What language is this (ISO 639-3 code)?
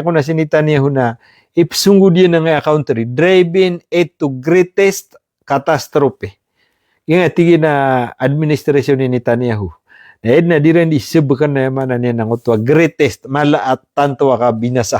mrw